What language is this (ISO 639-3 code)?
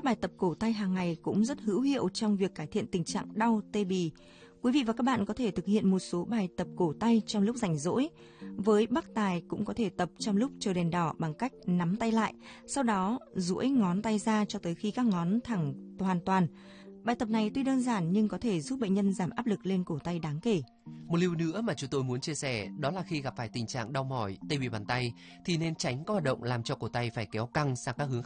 vie